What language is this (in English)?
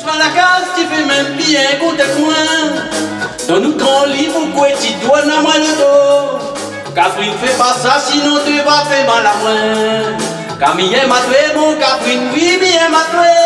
Réunion Creole French